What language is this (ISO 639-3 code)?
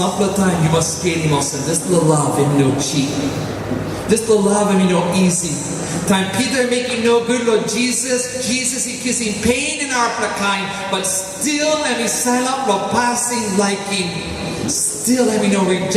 tpi